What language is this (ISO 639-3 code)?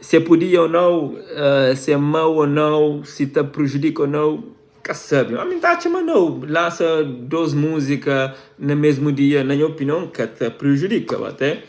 kea